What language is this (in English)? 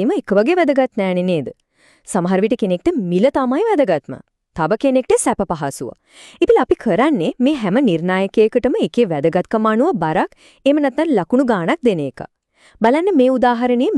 Sinhala